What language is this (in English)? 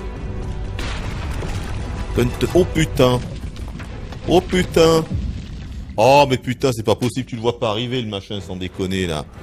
French